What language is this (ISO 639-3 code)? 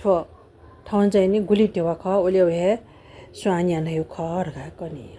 new